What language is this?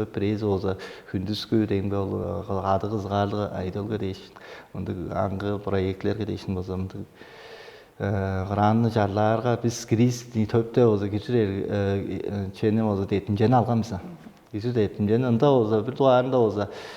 Tuvinian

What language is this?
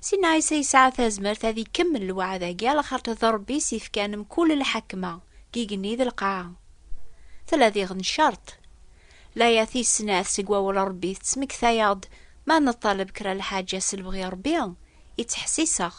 Kabyle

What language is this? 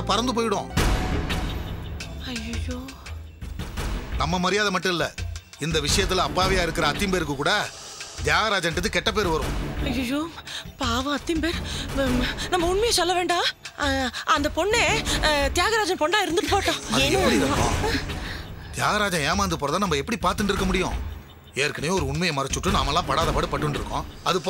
Tamil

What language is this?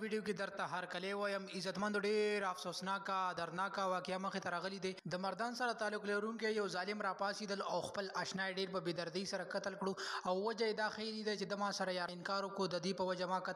Pashto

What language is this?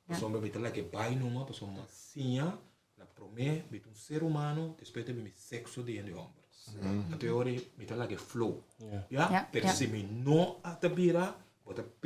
Papiamento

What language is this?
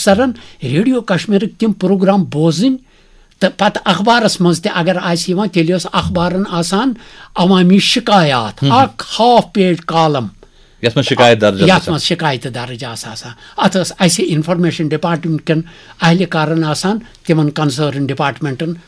Kashmiri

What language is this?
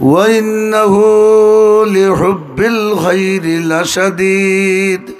Sylheti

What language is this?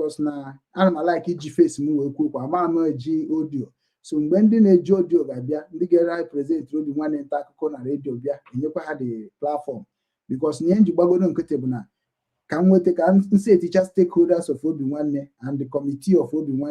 Igbo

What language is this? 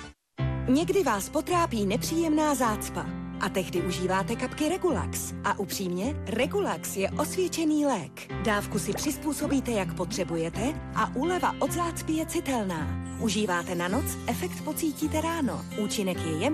Czech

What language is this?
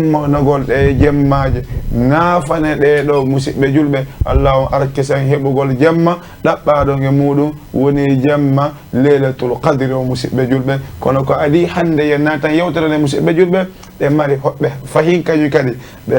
Fula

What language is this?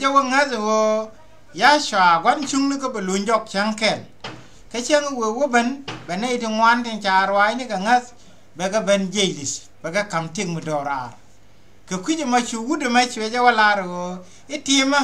Nuer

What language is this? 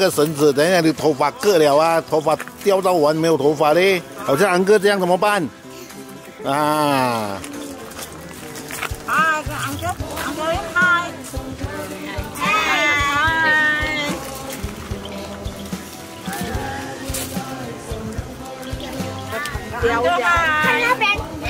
Chinese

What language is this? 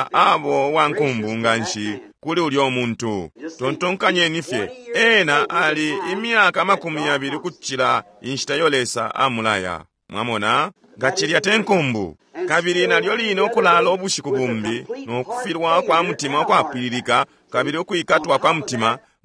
Bemba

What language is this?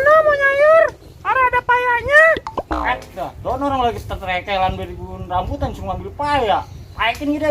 Betawi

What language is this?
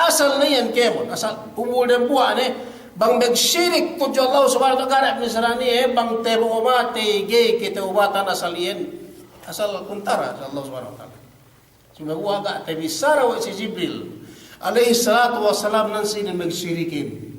Yakan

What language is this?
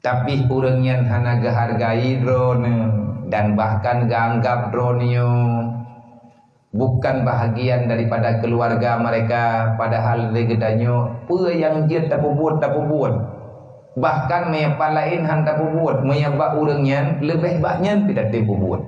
Achinese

